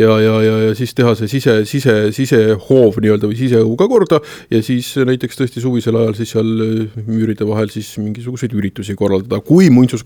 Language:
Estonian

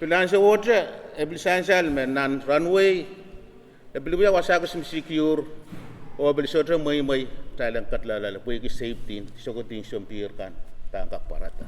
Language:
Pohnpeian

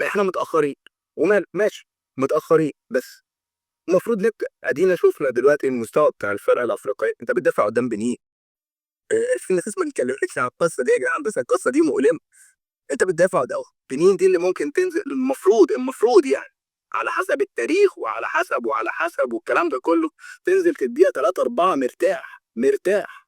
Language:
Egyptian Arabic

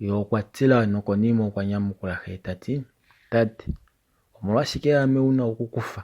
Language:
Kuanyama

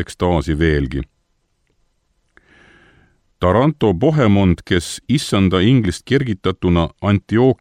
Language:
Estonian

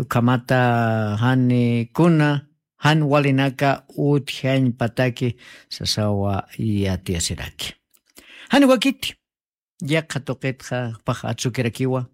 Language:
Aymara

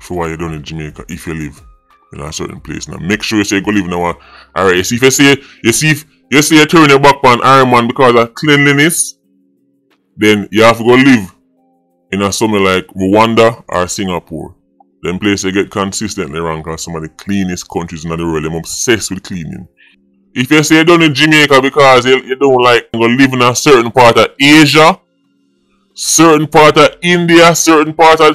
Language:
Jamaican Creole English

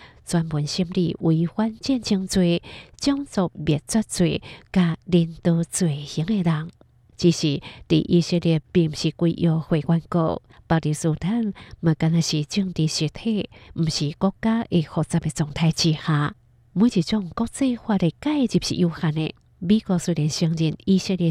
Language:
Hakka Chinese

